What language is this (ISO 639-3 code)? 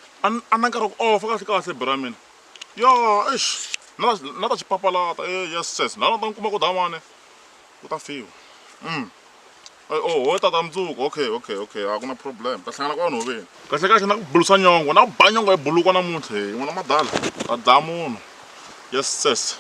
tso